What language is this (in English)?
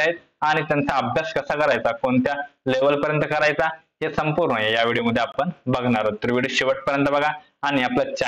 Marathi